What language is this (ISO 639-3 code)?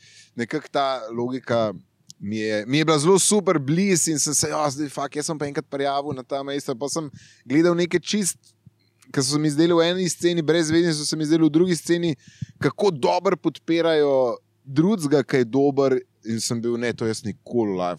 slv